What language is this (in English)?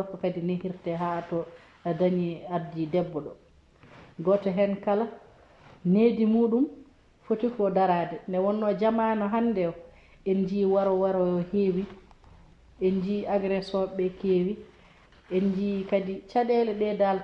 Fula